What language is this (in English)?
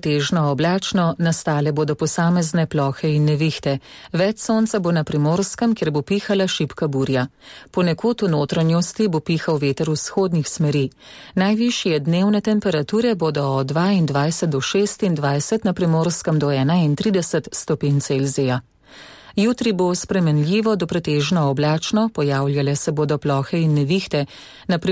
Slovenian